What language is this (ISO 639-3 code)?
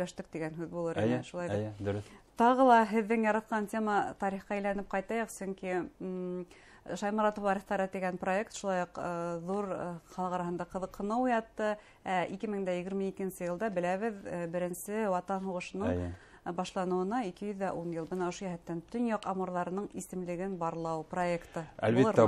bak